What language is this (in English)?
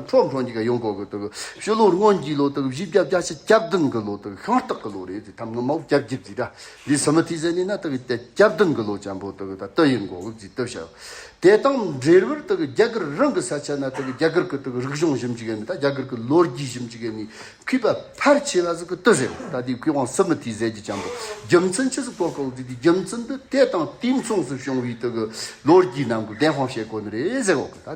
Tibetan